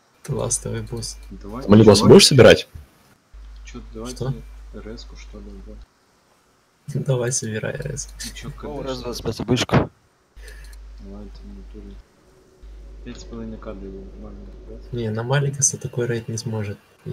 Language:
Russian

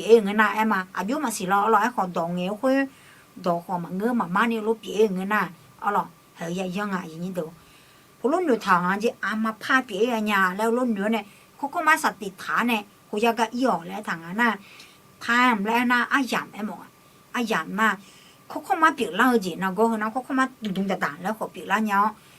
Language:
Akha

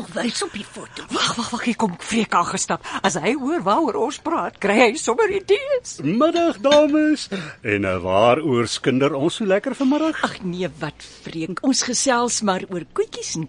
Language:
Afrikaans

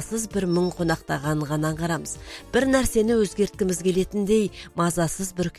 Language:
Kazakh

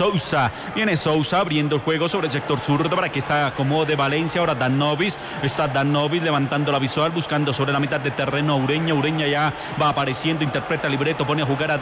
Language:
Spanish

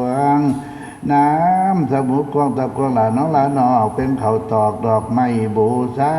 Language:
Northeastern Thai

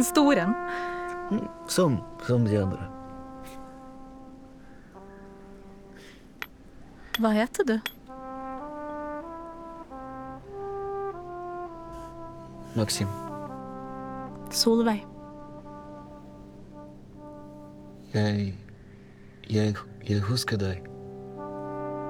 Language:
Norwegian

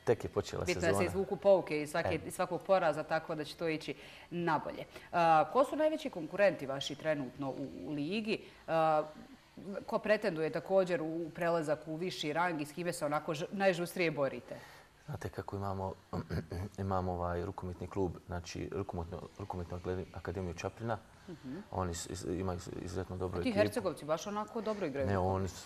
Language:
Bosnian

